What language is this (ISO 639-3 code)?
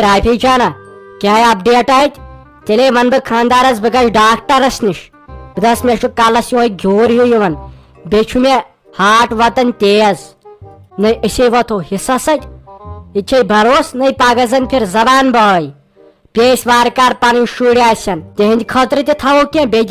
kas